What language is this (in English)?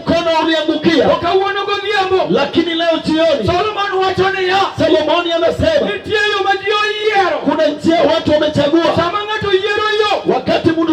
Luo (Kenya and Tanzania)